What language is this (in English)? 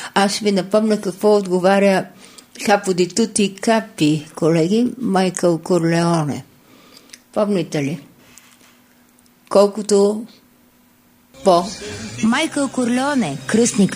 Bulgarian